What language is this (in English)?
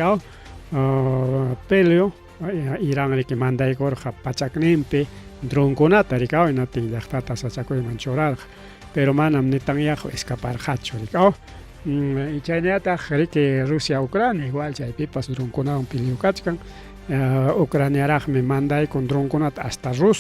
Ayacucho Quechua